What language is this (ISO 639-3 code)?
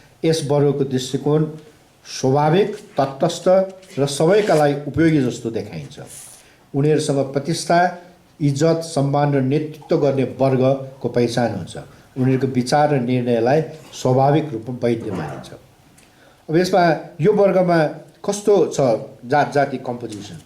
nep